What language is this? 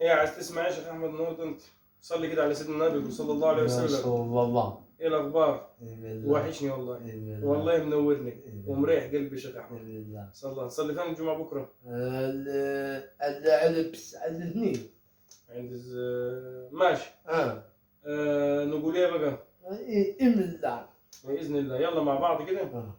Egyptian Arabic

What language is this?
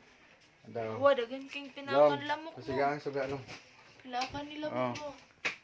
Cebuano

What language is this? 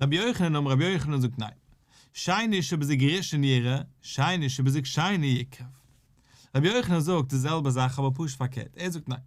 Yiddish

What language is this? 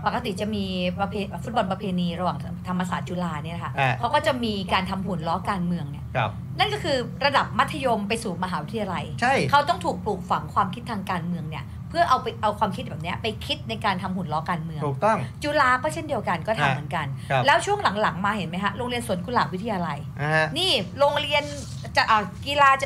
Thai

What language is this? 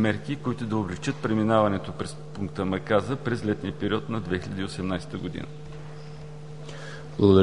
Bulgarian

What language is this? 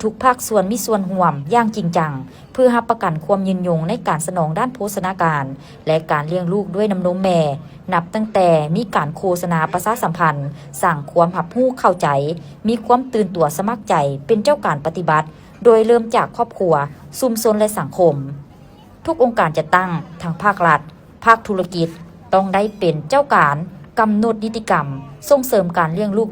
Lao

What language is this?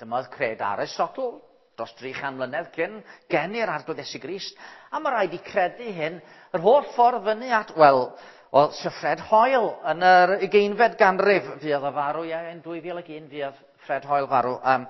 Welsh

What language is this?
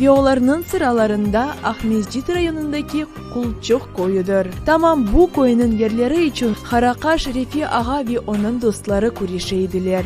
Crimean Tatar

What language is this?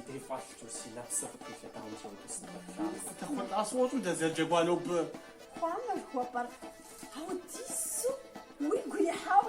Kabardian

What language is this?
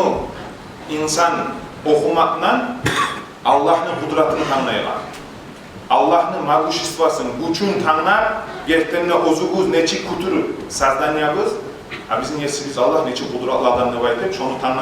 Kumyk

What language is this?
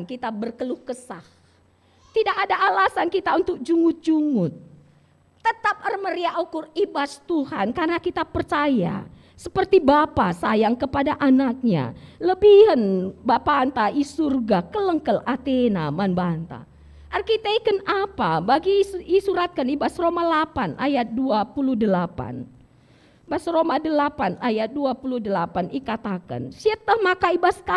Batak Karo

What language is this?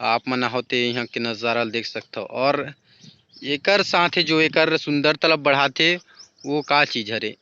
Chhattisgarhi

